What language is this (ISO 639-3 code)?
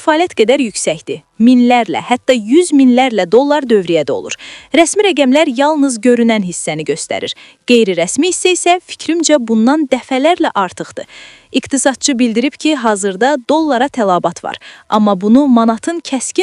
aze